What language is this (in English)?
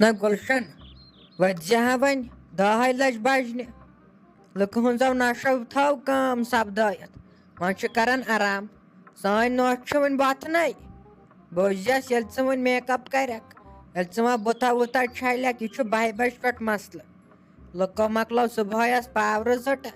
Kashmiri